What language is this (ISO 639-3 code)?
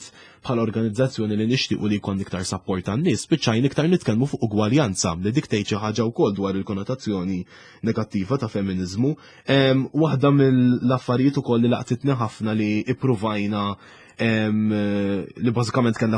mlt